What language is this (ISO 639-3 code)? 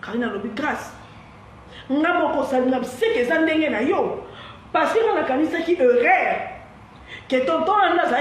lin